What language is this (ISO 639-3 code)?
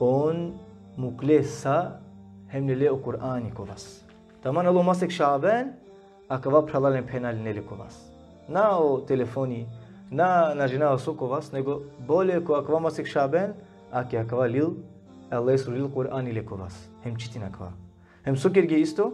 rmn